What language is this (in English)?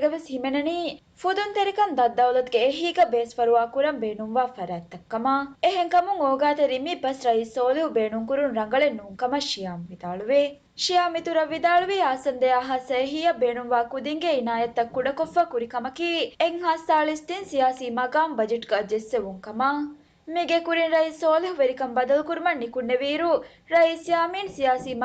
Divehi